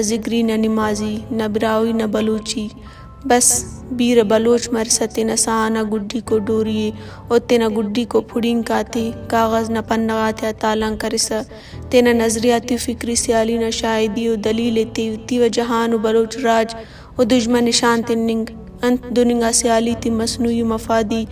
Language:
Brahui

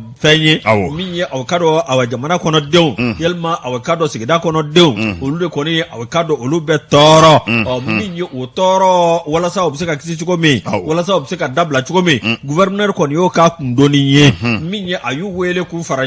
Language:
Bambara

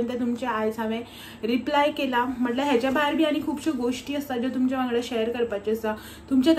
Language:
Konkani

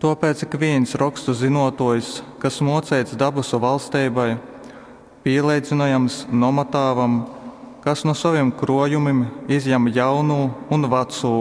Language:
Latgalian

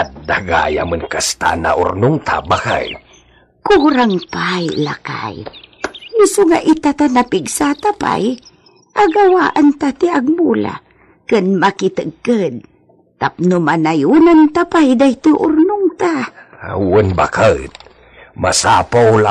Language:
Iloko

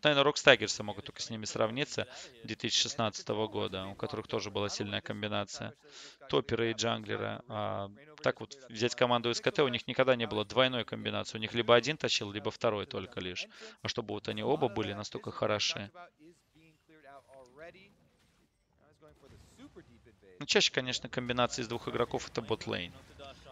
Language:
Russian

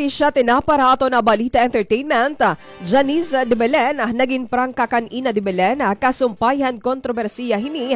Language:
Waray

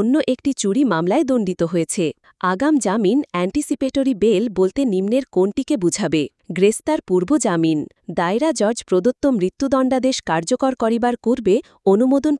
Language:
Bangla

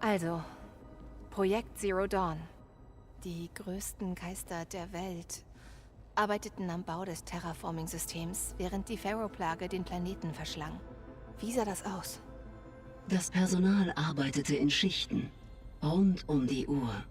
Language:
Bavarian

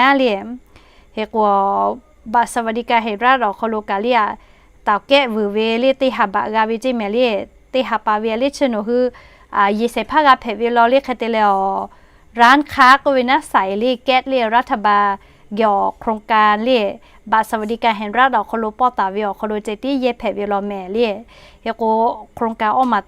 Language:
Lahu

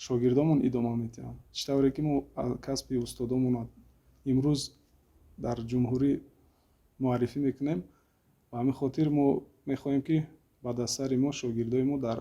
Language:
Tajik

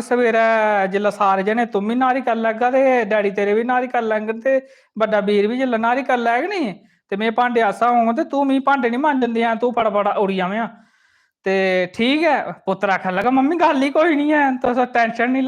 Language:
Dogri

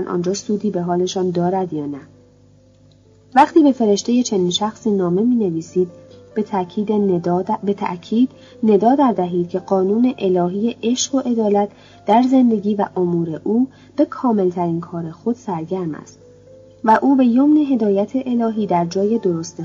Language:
Persian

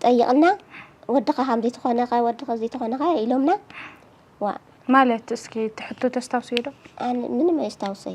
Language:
Tigrinya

